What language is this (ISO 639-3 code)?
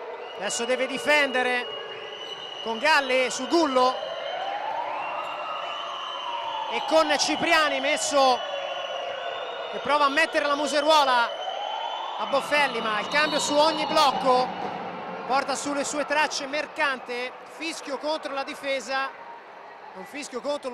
ita